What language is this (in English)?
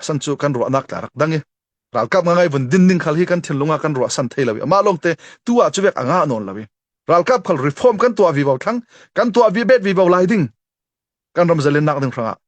Falam Chin